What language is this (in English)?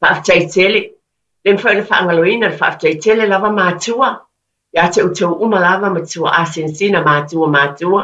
Samoan